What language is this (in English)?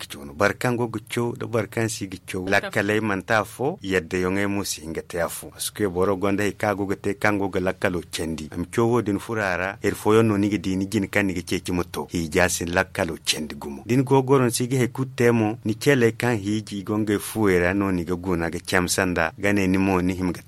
Zarma